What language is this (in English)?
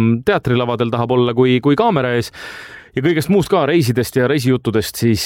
Estonian